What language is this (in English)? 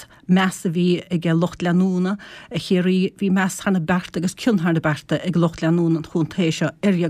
Irish